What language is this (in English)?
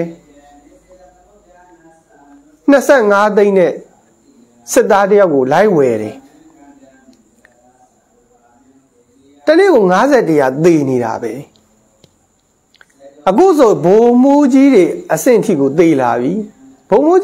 Burmese